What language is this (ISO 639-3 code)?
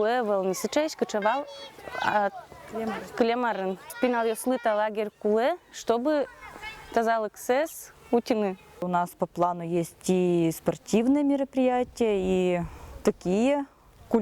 udm